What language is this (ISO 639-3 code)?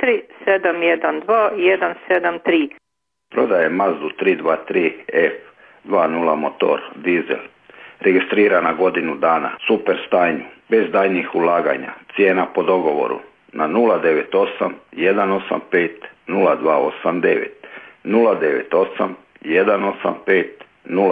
hrv